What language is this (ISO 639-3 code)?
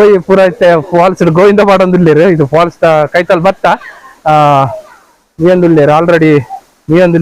tcy